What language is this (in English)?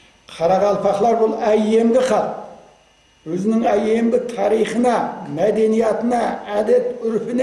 Kara-Kalpak